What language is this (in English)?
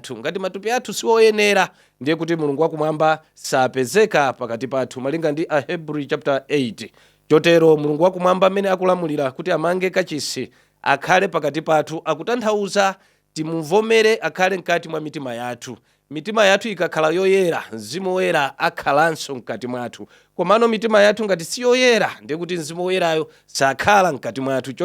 Nyanja